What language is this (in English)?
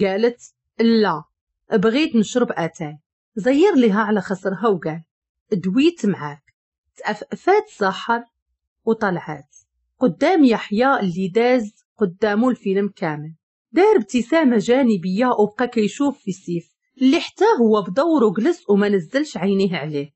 Moroccan Arabic